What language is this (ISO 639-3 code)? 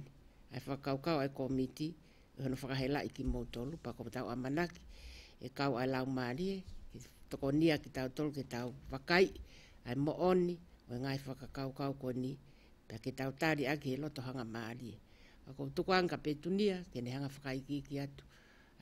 ton